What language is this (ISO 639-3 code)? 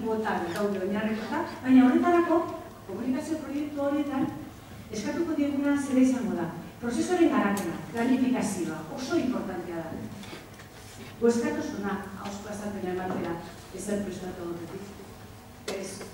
eus